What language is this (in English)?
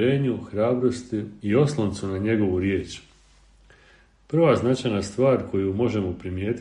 Croatian